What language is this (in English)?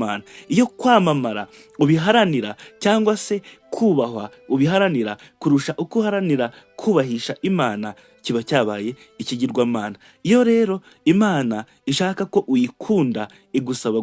Kinyarwanda